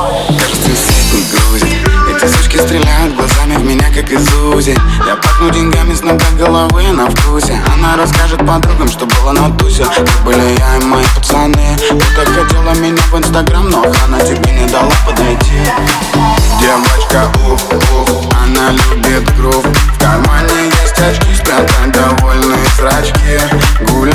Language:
Russian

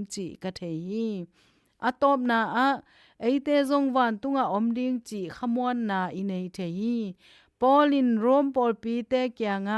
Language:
Tedim Chin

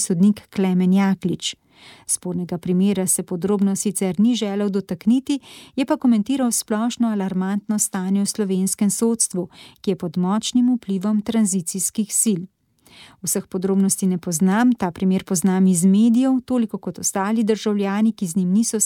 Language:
Slovenian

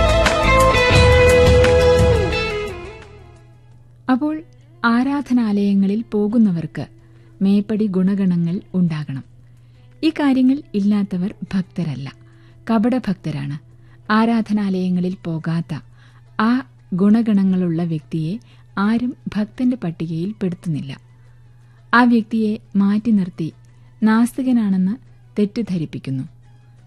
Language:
Malayalam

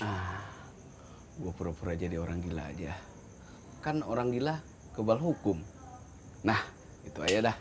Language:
Betawi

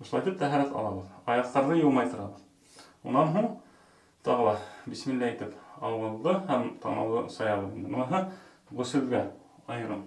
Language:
Bashkir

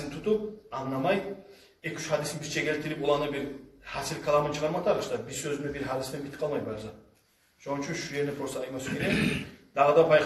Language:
Kumyk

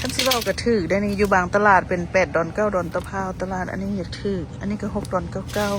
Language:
Lao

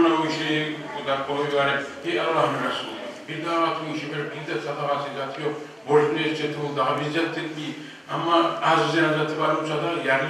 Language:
Kumyk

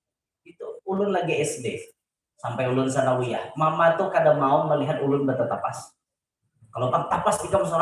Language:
Banjar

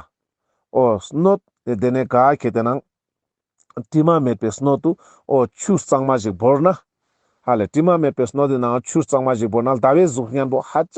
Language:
Ladakhi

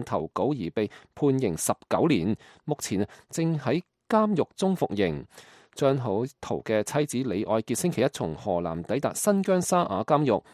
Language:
Cantonese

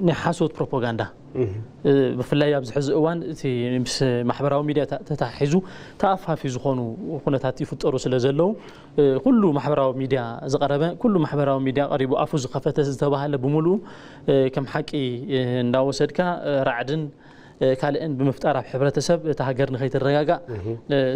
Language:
Tigrinya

